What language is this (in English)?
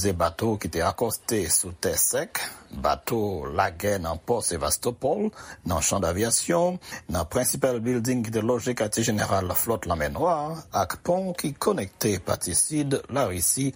Haitian Creole